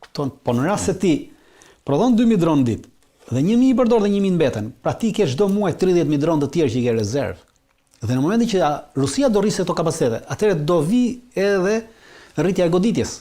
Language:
Albanian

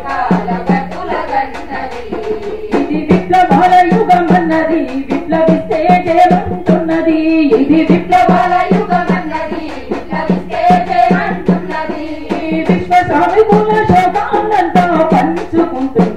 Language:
Telugu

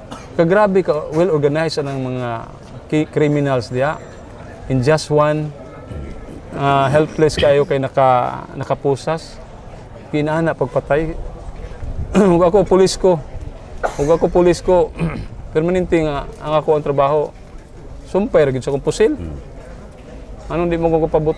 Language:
Cebuano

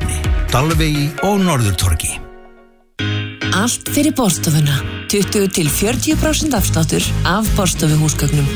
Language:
Icelandic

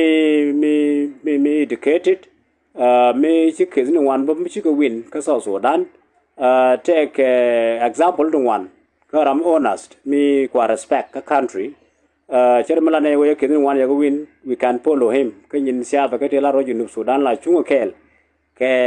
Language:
Nuer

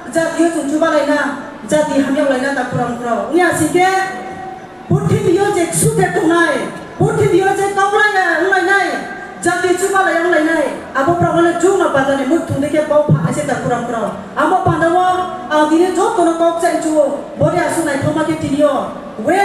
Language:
Riang (India)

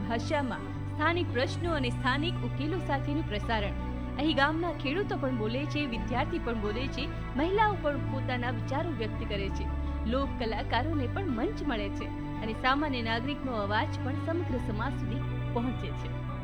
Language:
Gujarati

